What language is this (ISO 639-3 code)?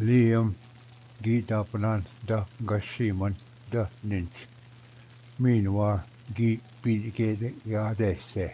oji